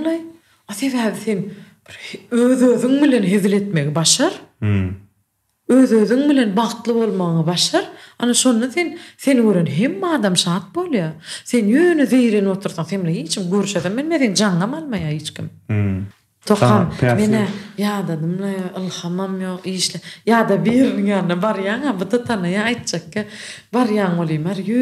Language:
Turkmen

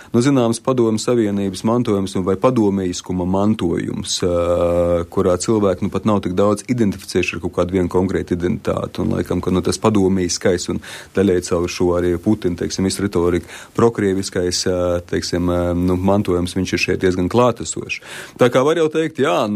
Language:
Latvian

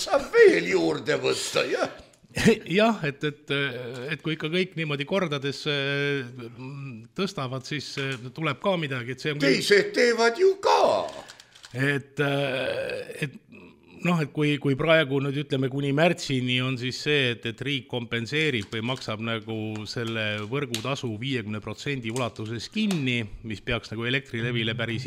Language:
Estonian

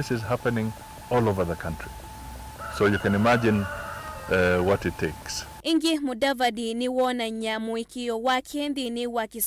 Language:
Kamba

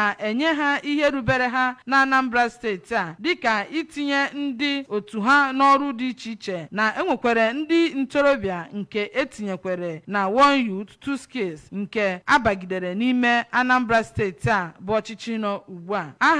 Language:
Igbo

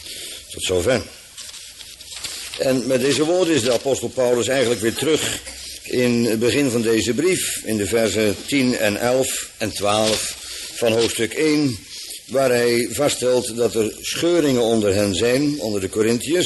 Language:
Dutch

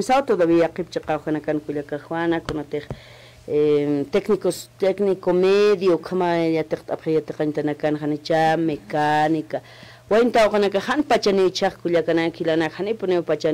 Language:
Aymara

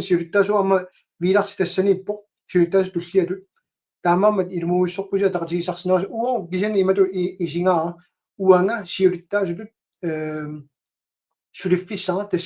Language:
Kalaallisut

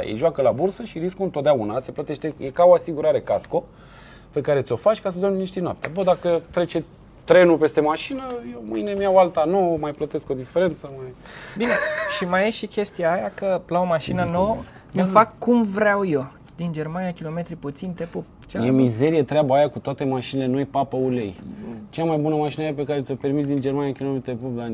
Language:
Romanian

